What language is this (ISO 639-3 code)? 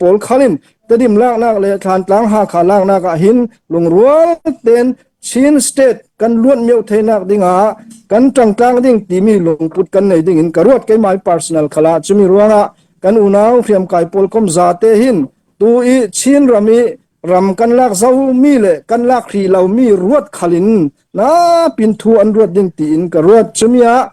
cnh